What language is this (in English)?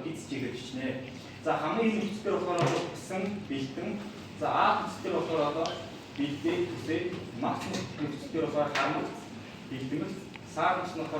Mongolian